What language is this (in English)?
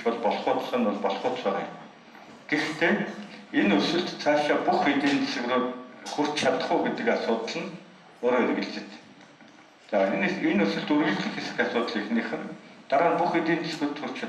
Mongolian